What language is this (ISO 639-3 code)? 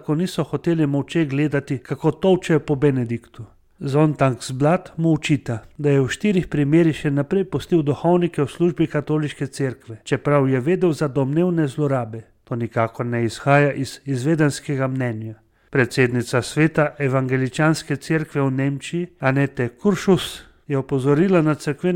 slv